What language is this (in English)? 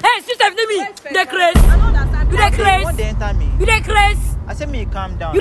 Nigerian Pidgin